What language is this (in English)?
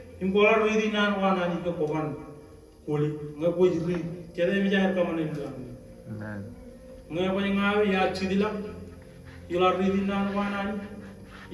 Marshallese